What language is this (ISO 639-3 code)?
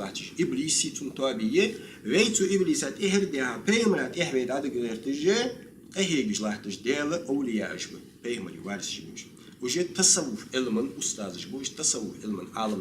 inh